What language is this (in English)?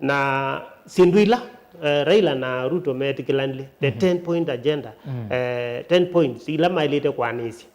Kamba